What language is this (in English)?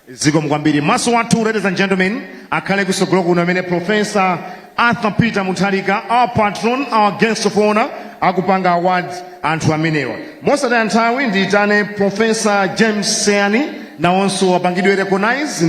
Nyanja